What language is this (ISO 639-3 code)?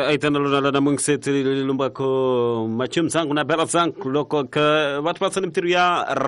swa